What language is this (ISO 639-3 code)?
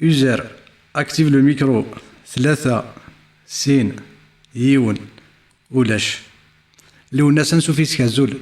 kab